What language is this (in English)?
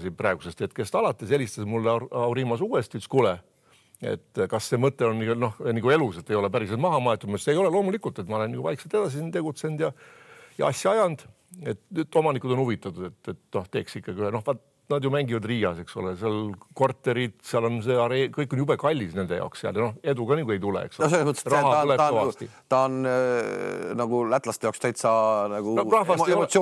Estonian